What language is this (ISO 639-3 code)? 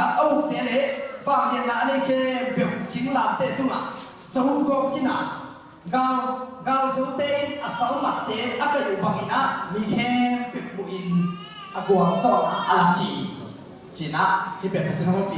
ctd